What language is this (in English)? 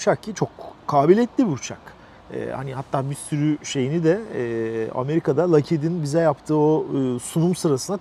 Turkish